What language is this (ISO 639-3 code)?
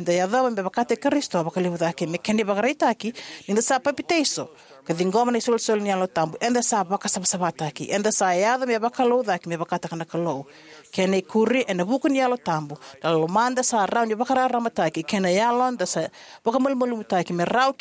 fij